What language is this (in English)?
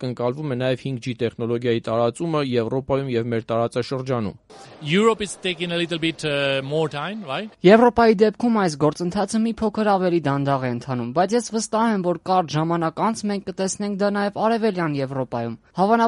Armenian